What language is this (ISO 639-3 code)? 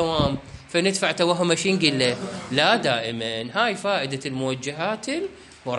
acm